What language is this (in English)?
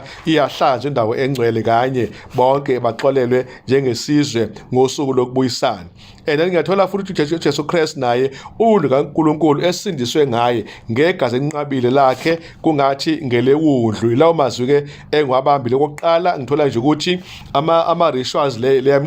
Zulu